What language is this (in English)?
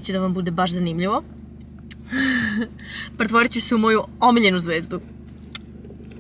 Serbian